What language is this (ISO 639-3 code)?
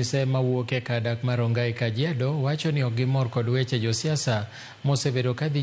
luo